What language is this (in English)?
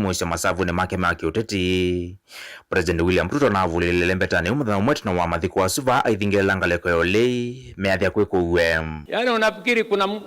Kamba